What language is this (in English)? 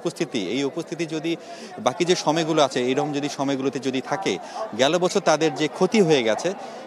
Bangla